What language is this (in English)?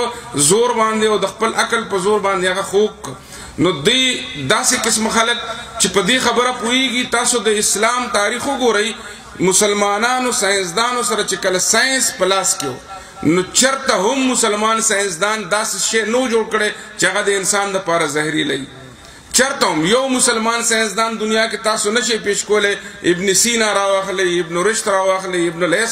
Pashto